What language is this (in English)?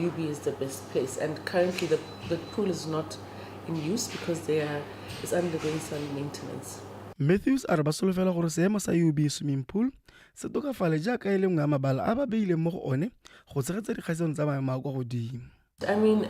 Tswana